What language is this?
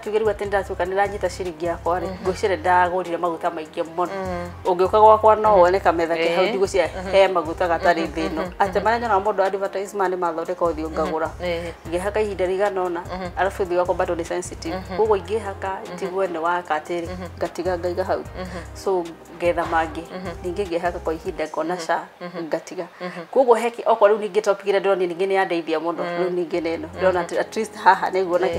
Kikuyu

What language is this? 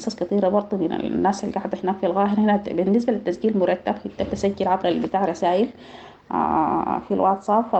Sudanese Arabic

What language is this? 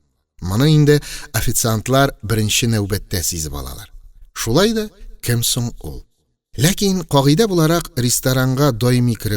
Tatar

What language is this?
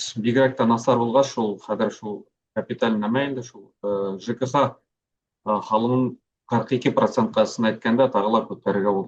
Bashkir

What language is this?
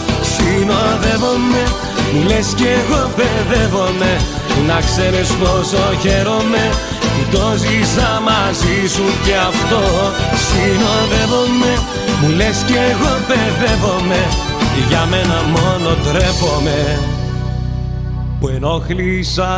Greek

